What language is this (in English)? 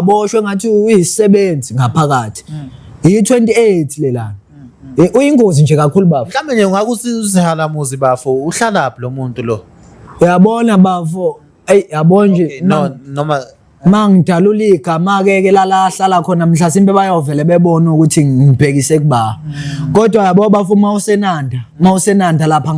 Zulu